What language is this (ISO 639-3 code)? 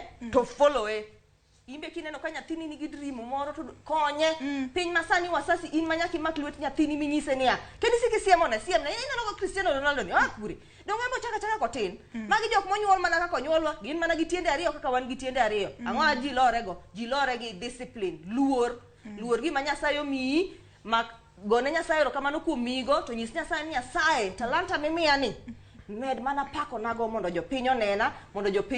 luo